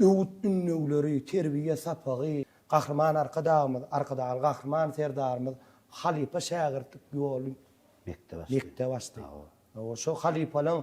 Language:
Turkmen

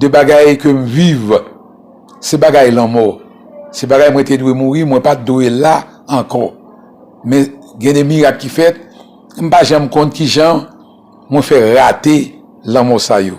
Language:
Haitian Creole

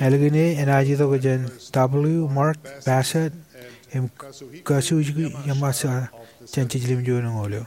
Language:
Marshallese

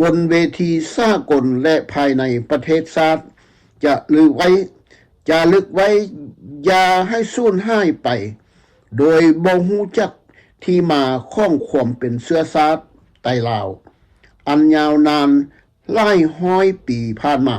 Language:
Lao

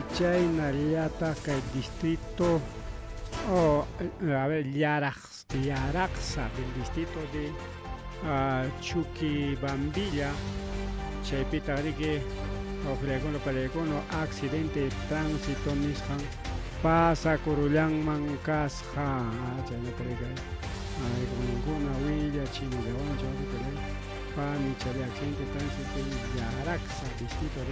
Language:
Ayacucho Quechua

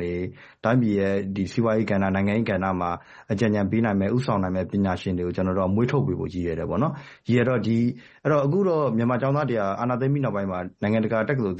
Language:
Burmese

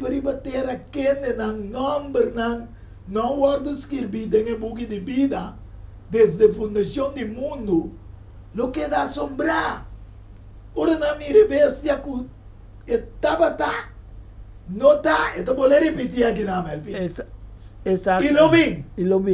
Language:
Papiamento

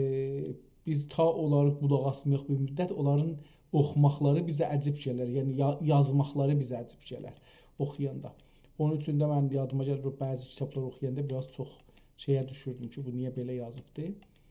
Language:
South Azerbaijani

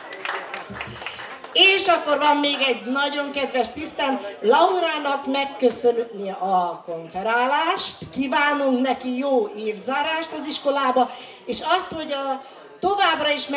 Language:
Hungarian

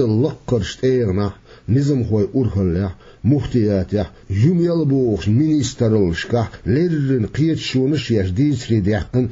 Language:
Chechen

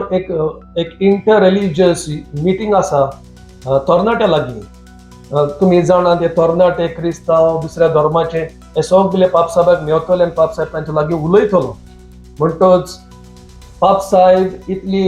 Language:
Konkani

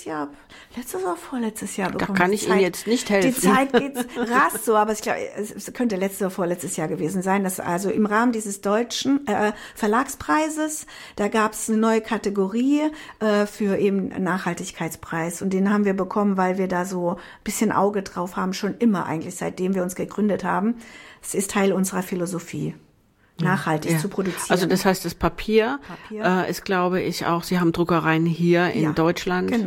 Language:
German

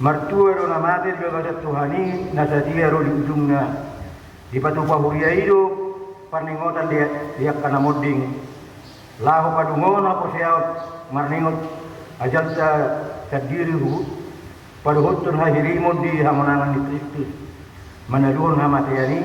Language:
Batak Toba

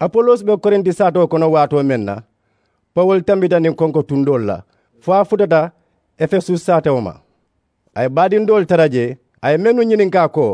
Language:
Mandingo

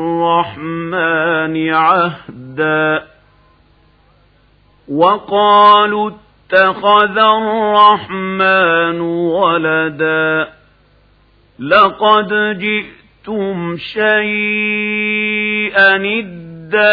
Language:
Arabic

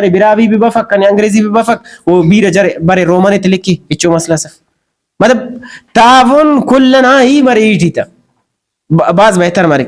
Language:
Brahui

